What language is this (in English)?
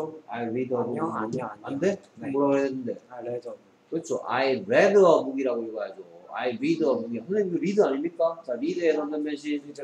Korean